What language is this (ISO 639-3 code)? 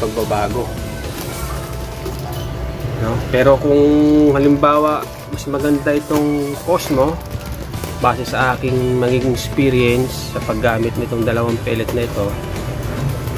fil